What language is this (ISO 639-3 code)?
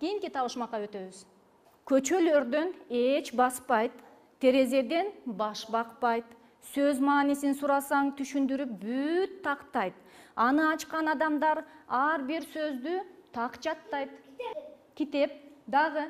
kir